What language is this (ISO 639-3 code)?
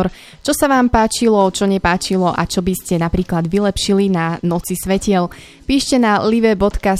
slk